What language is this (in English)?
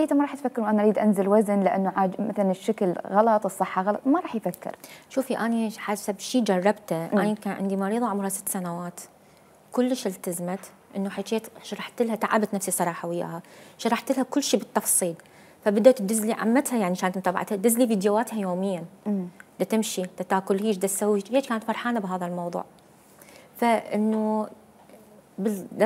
Mesopotamian Arabic